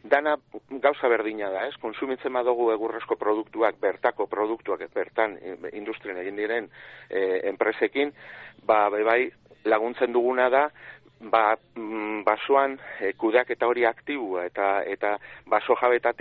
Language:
Basque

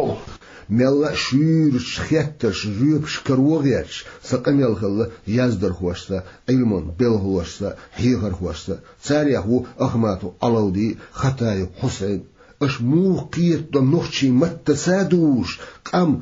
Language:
Chechen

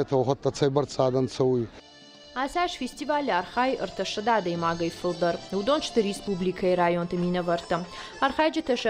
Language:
Ossetic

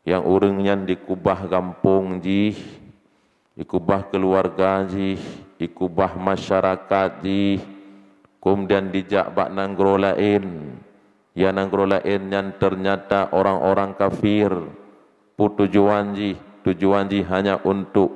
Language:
Achinese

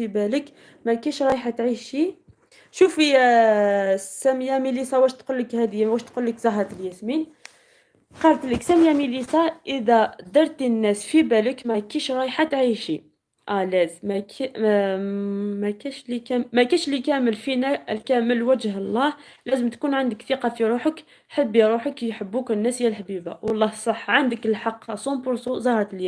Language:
Algerian Arabic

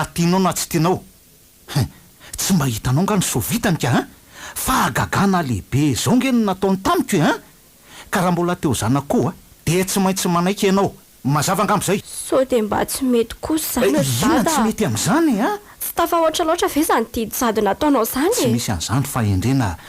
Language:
Malagasy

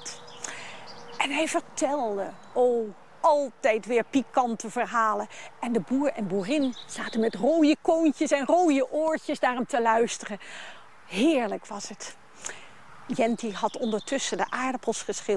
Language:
Dutch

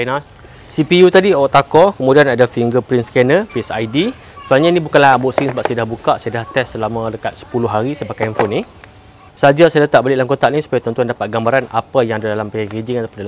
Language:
Malay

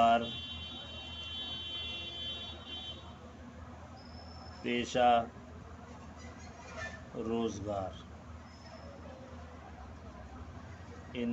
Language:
Urdu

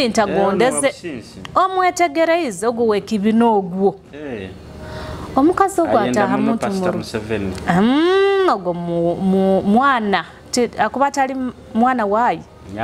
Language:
Nyoro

